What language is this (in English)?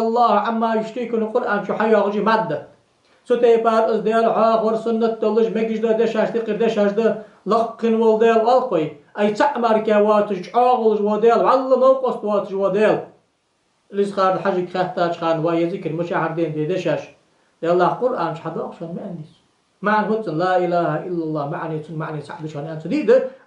Ingush